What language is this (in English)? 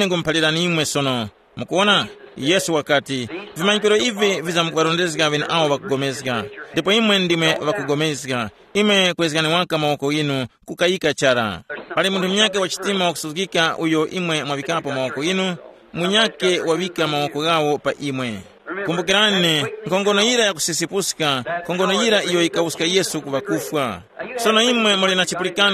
Tumbuka